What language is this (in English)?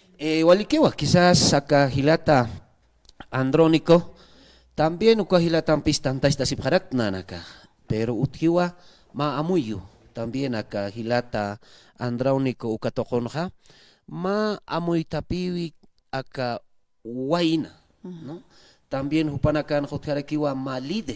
Aymara